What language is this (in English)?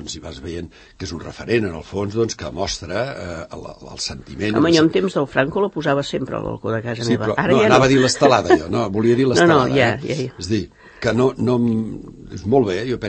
Catalan